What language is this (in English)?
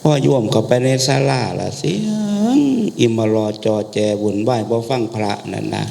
Northeastern Thai